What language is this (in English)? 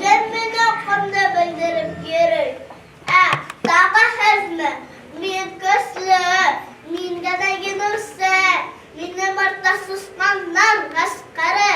Bashkir